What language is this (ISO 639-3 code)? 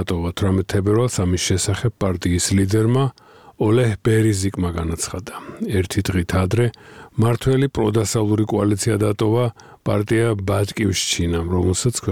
kat